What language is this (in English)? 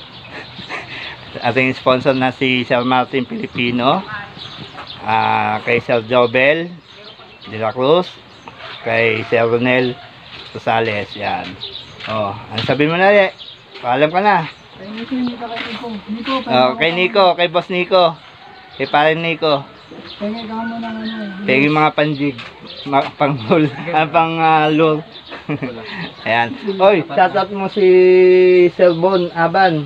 Filipino